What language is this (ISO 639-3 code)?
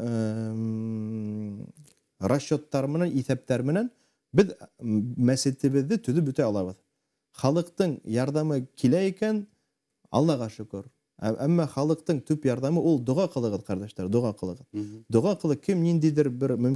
bak